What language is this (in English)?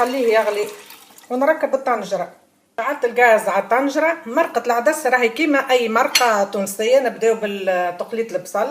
Tunisian Arabic